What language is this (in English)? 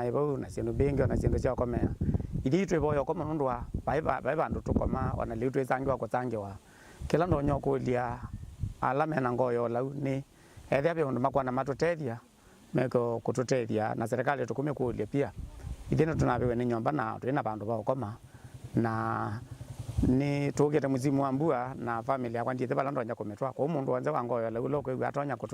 Kamba